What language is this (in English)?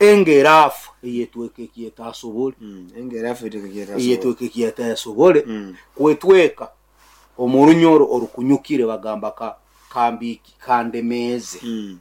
Nyoro